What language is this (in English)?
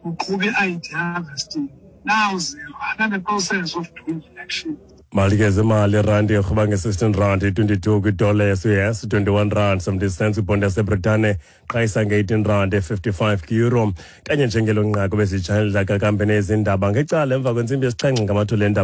Xhosa